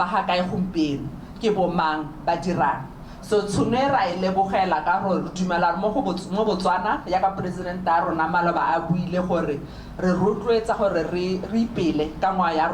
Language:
Tswana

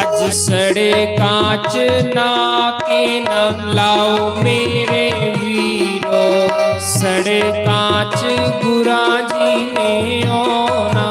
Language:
Dogri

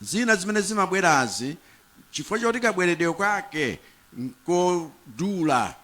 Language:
Nyanja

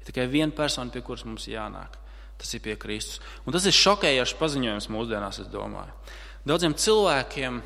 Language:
Latvian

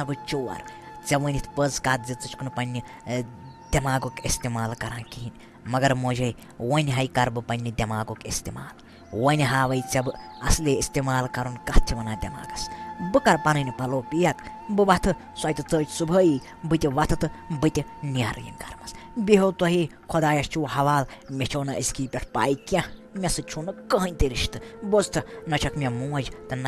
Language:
Kashmiri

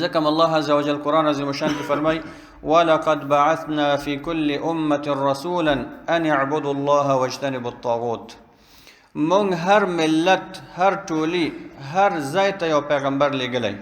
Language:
Pashto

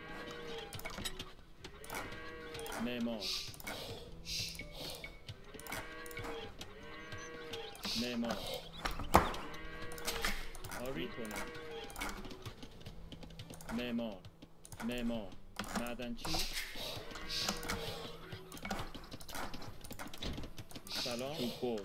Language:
Persian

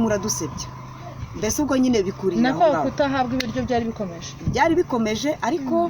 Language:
Kinyarwanda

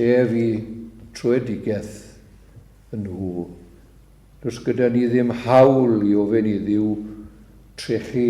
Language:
Welsh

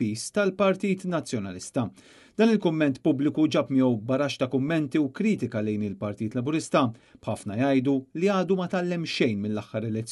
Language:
Maltese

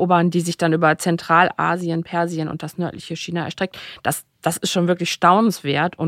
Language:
German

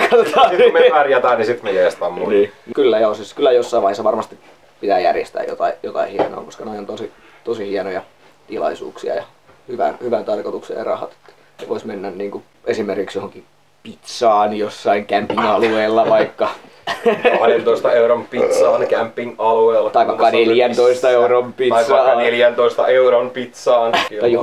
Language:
Finnish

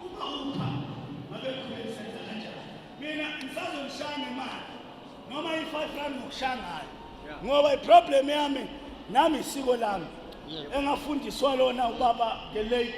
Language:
Zulu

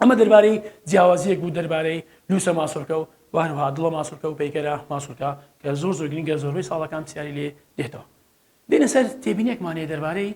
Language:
Central Kurdish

